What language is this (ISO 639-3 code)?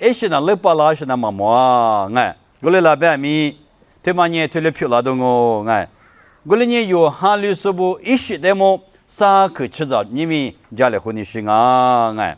lis